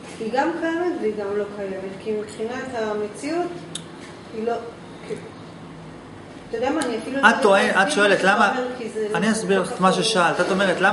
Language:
Hebrew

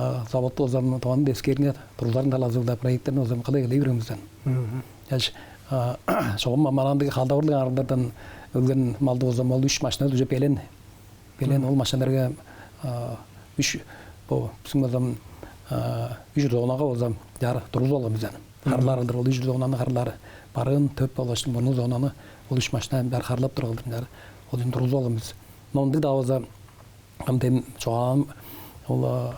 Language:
Tuvinian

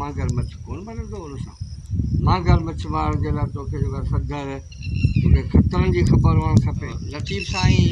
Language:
Sindhi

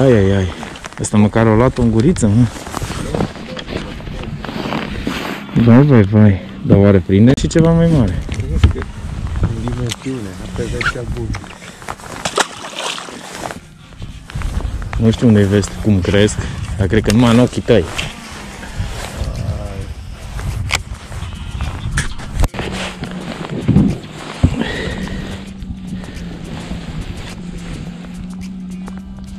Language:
Romanian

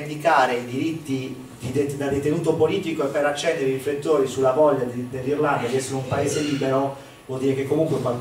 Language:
Italian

